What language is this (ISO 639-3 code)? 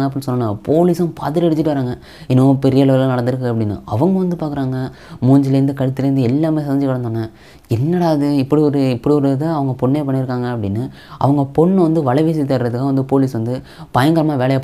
tam